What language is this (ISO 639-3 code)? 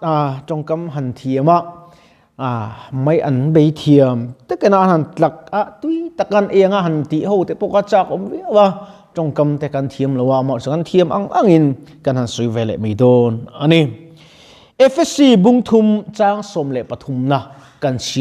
lus